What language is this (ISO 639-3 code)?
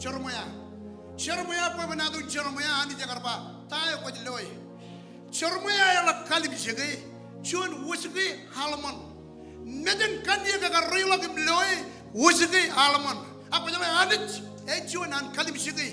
mah